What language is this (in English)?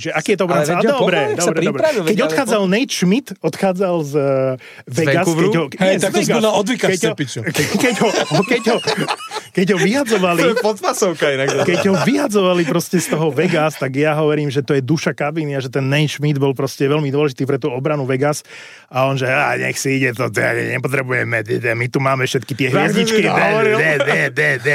Slovak